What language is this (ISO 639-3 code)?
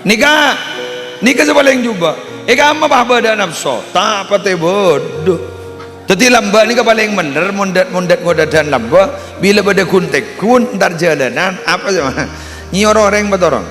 mad